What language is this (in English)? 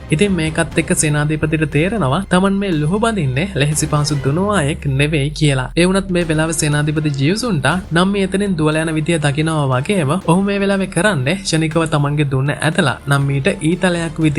Sinhala